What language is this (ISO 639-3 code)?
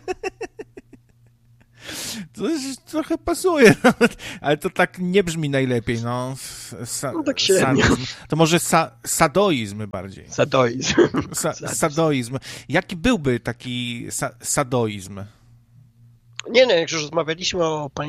pol